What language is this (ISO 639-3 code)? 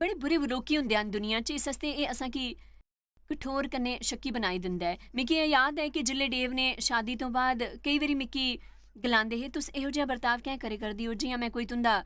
doi